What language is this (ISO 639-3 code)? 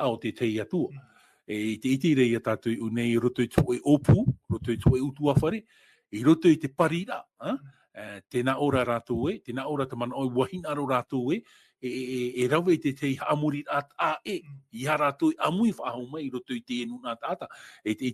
tah